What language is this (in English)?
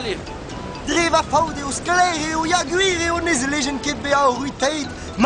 Breton